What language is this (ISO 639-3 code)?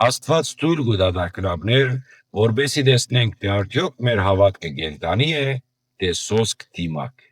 hyw